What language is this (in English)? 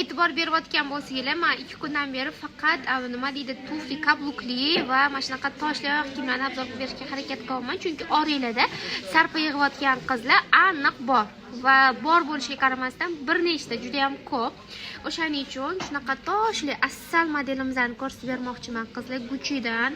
Uzbek